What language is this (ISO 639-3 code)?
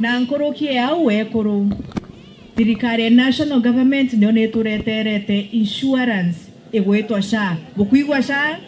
mer